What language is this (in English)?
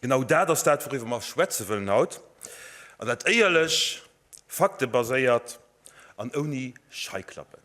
Luxembourgish